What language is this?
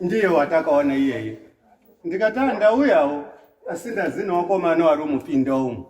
Shona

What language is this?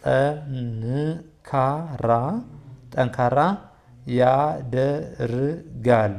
Amharic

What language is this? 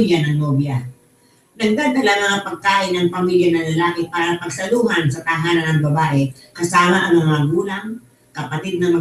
Filipino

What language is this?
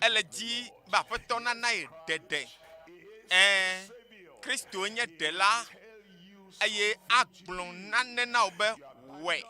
Ewe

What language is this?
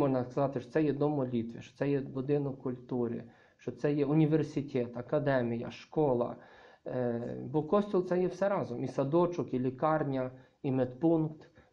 Ukrainian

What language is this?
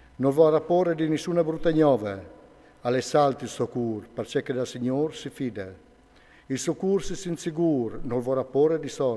Friulian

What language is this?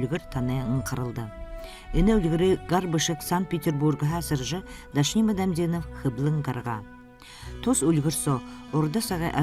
Buriat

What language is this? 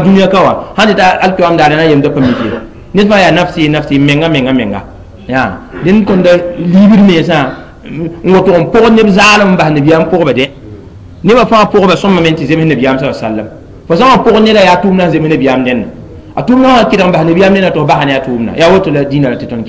Mossi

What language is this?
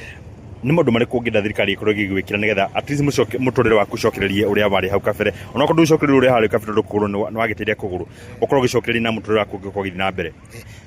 Kikuyu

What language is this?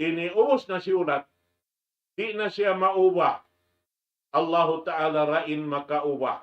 Tausug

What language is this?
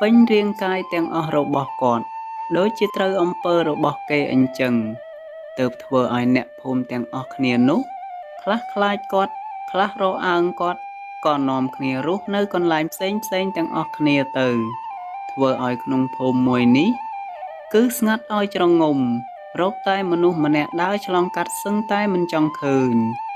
Khmer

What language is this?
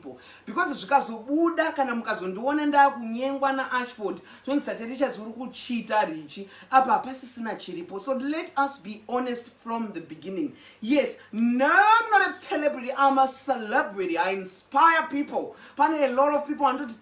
Shona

